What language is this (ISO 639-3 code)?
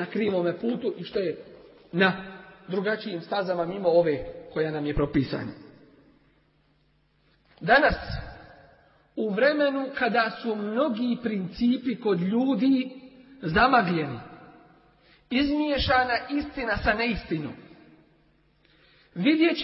bos